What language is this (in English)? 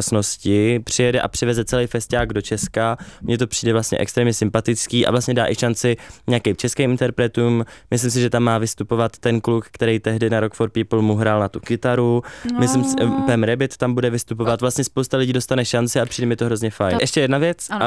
Czech